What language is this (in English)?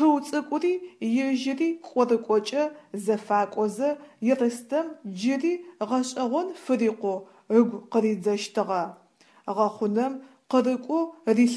Adyghe